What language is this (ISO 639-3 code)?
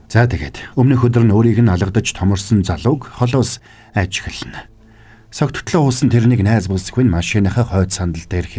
mon